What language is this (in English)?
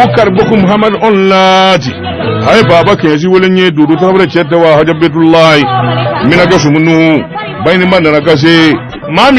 Bambara